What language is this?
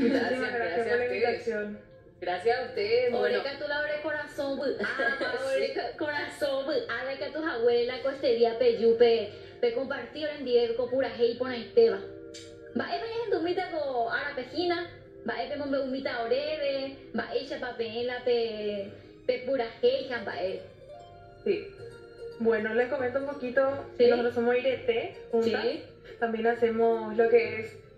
Guarani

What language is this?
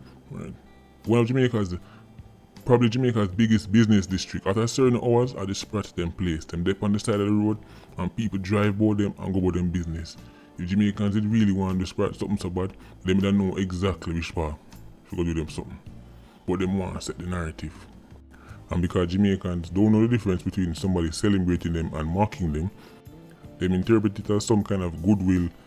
Jamaican Creole English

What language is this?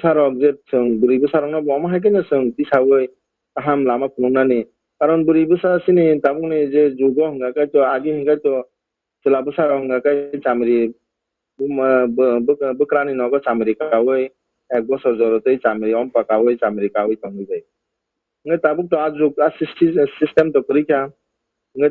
Kok Borok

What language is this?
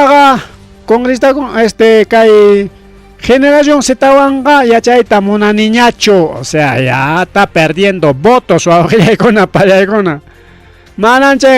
Ayacucho Quechua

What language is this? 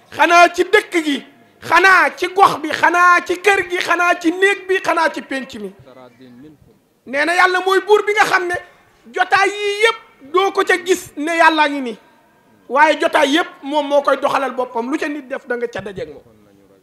Wolof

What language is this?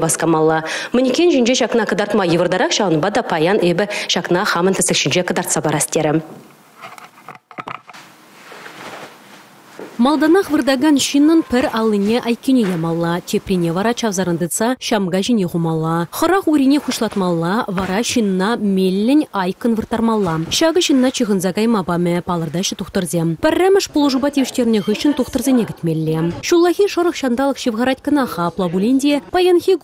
Chuvash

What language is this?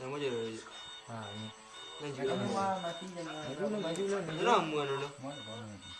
Minangkabau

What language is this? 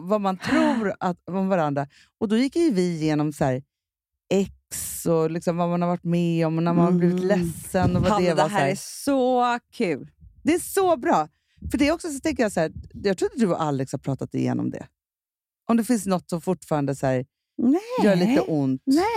Swedish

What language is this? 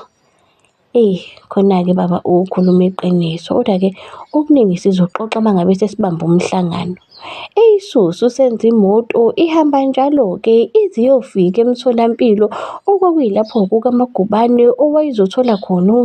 Zulu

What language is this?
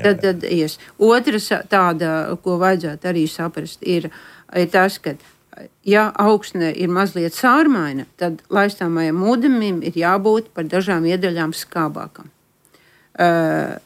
Latvian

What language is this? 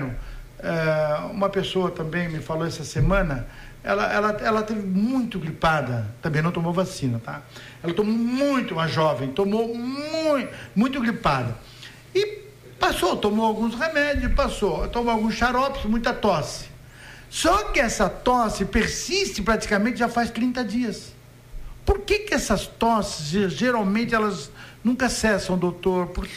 Portuguese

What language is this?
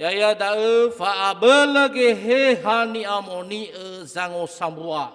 Nias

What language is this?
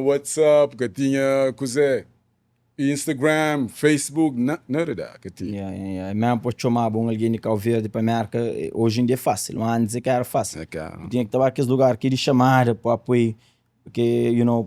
Kabuverdianu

